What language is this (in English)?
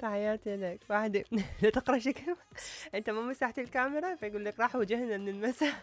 Mesopotamian Arabic